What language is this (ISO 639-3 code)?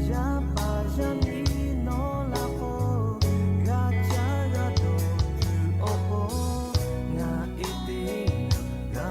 lhu